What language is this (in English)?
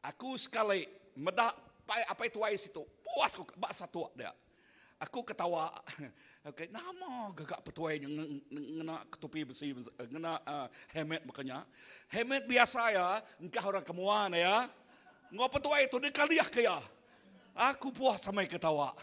Iban